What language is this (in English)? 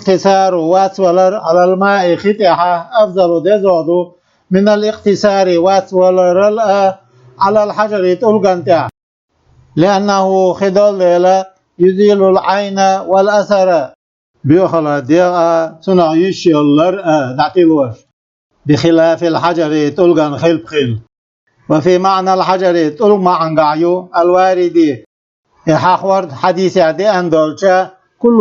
Chechen